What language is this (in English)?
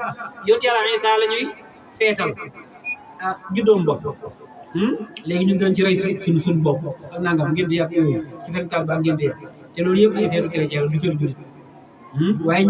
Wolof